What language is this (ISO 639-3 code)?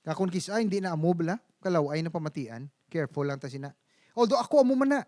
hil